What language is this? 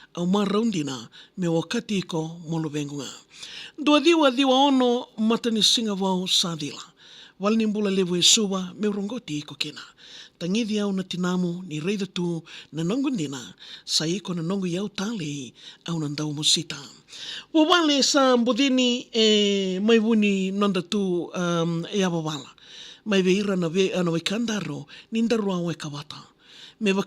Fijian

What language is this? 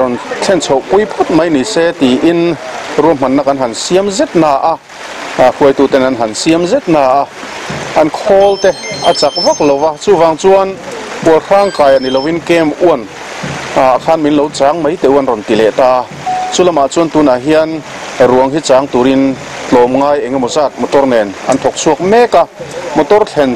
Mizo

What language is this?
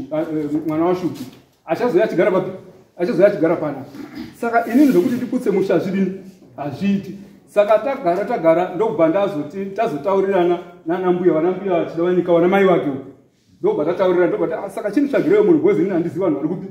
Shona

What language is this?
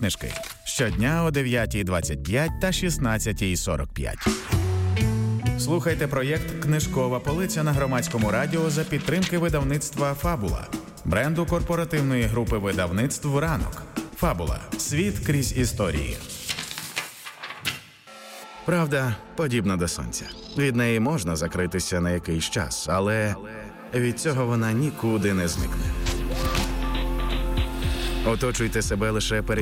Ukrainian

